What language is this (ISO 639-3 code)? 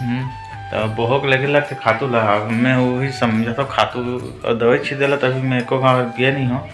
hne